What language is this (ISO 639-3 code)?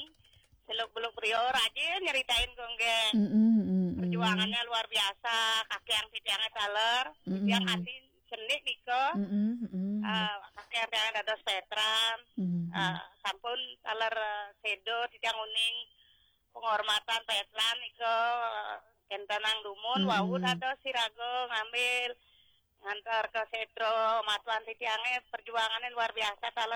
ban